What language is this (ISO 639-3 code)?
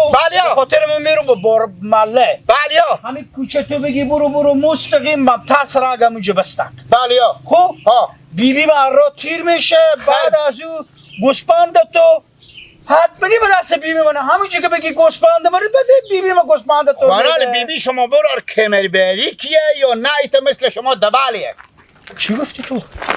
haz